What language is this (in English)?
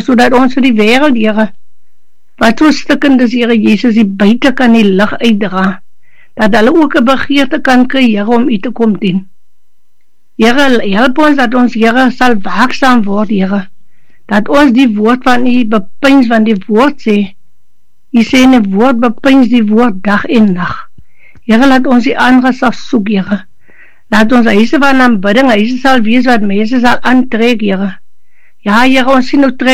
Afrikaans